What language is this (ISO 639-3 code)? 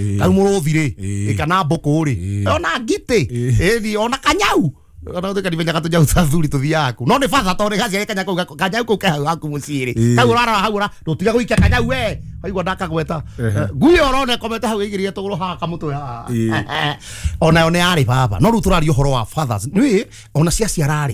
kik